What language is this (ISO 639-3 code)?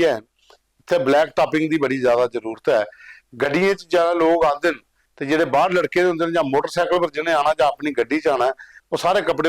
doi